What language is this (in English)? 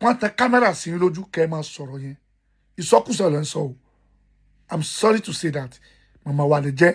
Yoruba